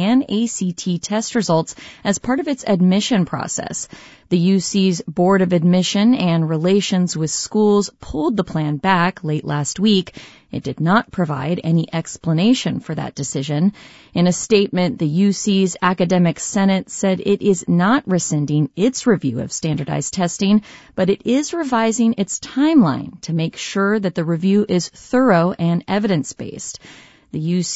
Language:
English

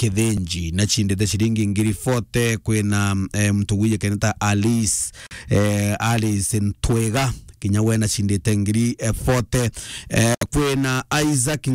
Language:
Meru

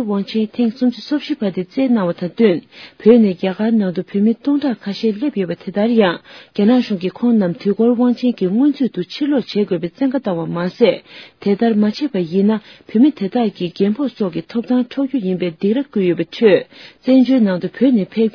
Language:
Tibetan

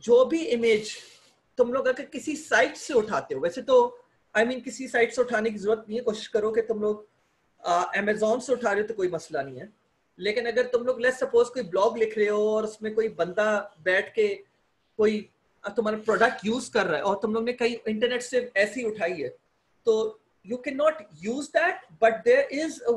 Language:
Hindi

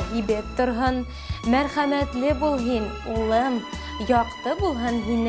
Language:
Bashkir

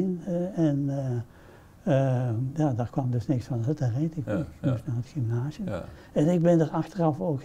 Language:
Dutch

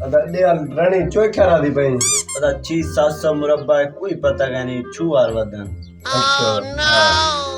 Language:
Saraiki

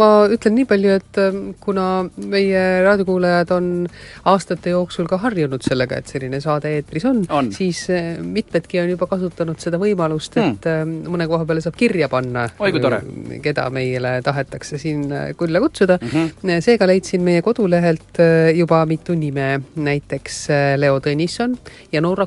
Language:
Estonian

